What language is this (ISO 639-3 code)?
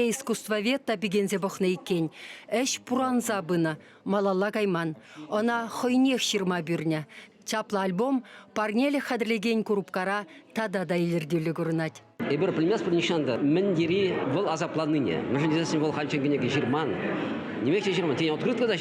chv